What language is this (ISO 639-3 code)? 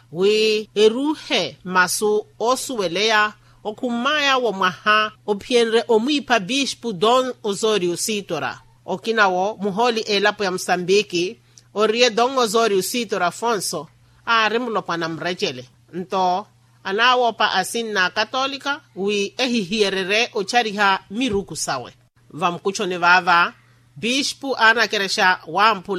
vmw